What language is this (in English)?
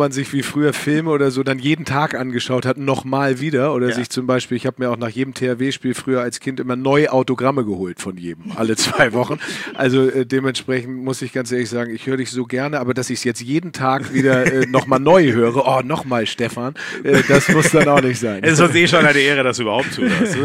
German